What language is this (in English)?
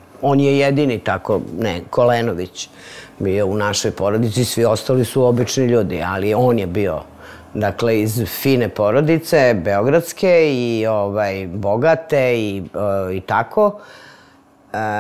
Serbian